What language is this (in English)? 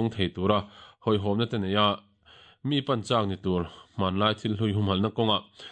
Mizo